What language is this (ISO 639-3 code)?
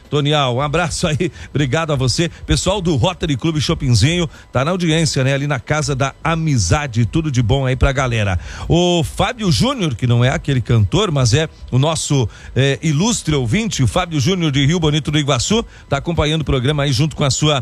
por